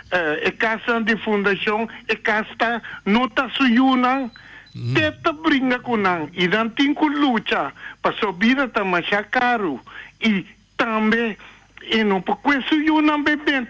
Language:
Papiamento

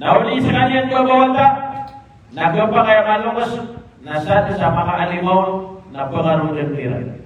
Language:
Maranao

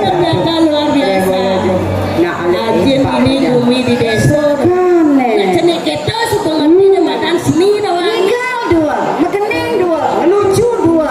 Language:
Balinese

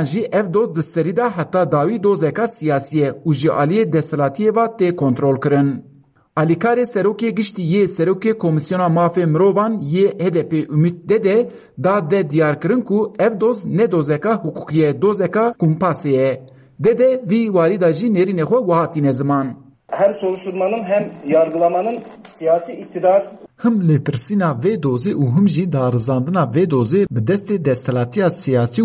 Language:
Kurdish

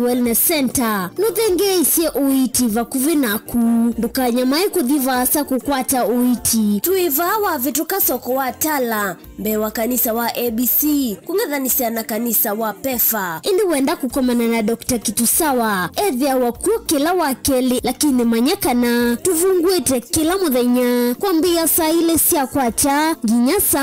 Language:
Kamba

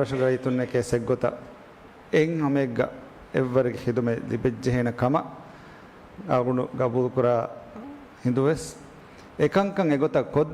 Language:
Divehi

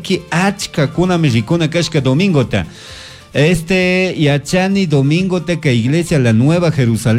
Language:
Chimborazo Highland Quichua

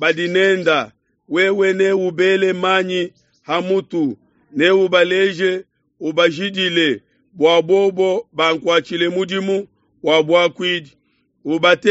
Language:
Luba-Lulua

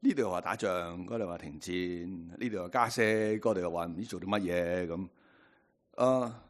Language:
Cantonese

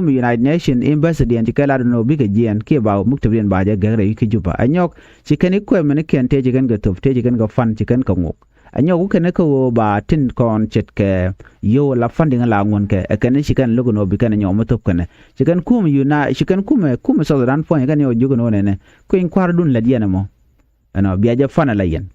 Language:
Nuer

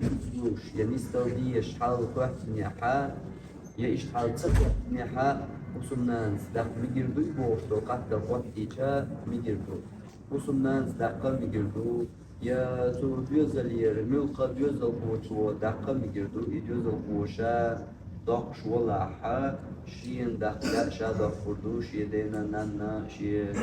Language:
Chechen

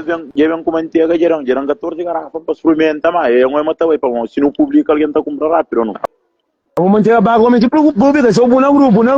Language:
Kabuverdianu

